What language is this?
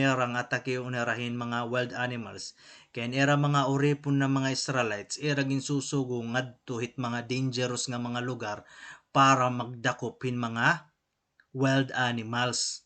Waray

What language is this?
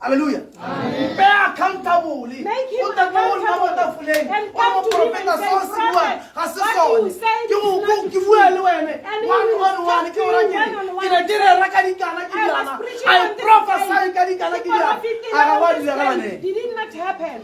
Tswana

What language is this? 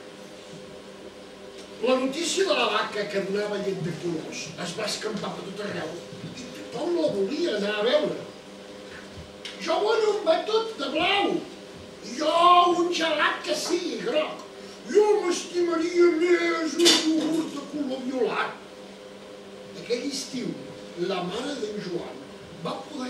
Catalan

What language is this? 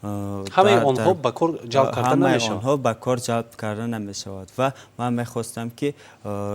Tajik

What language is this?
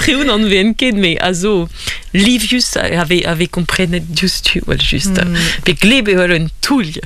Breton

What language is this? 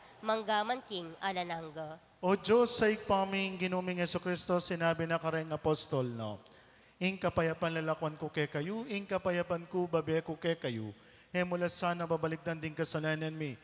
Pampanga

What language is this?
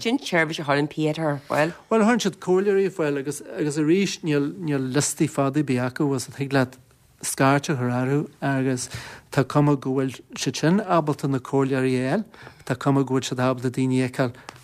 Irish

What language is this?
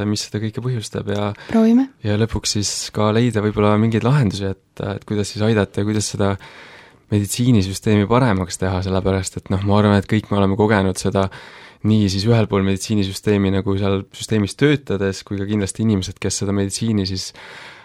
Estonian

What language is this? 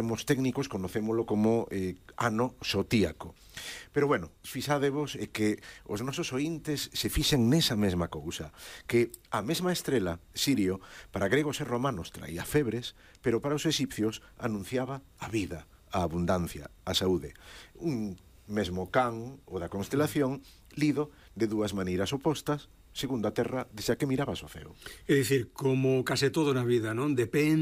Galician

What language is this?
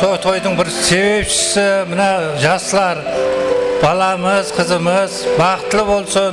Kara-Kalpak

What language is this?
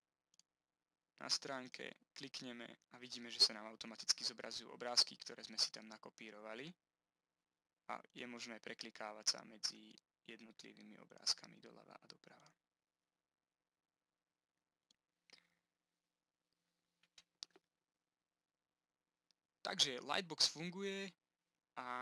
Slovak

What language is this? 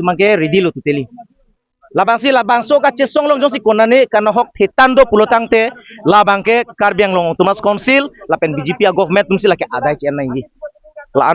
Karbi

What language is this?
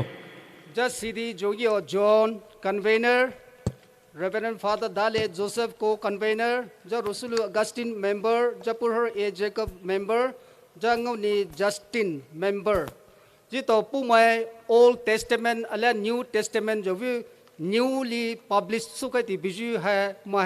Poumei Naga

